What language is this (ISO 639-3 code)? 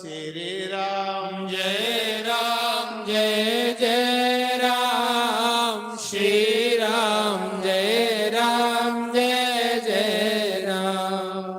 doi